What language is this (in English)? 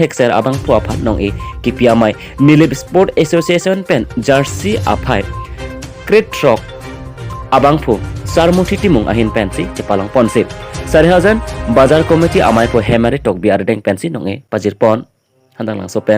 Karbi